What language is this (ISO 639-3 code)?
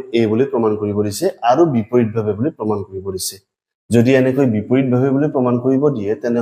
asm